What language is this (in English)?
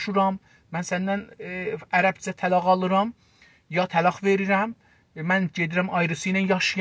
South Azerbaijani